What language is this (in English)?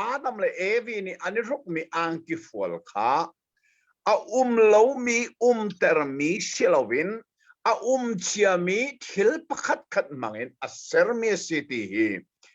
Hakha Chin